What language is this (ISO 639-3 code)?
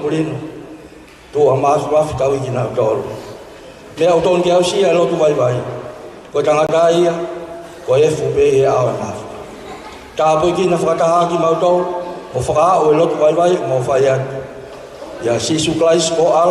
ton